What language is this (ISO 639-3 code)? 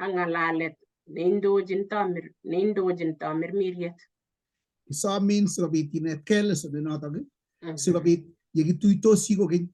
kln